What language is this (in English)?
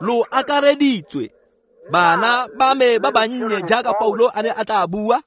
Tswana